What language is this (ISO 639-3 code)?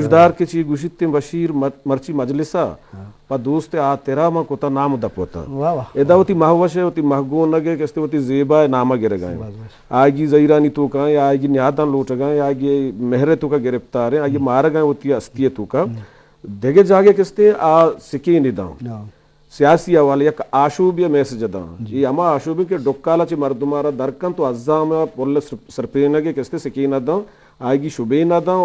bgp